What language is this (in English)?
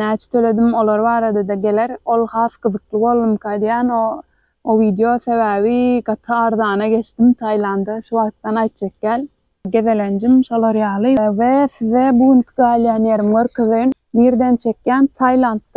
Turkmen